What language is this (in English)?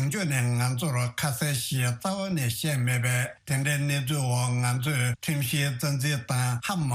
Tibetan